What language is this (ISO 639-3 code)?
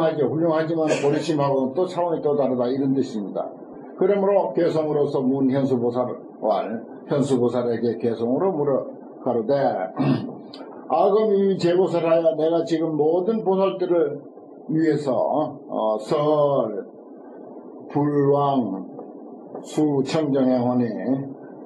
kor